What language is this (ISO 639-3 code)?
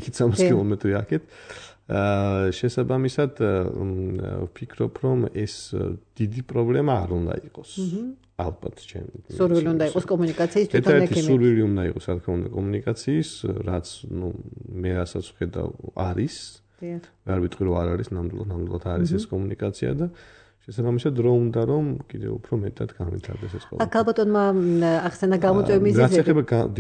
kat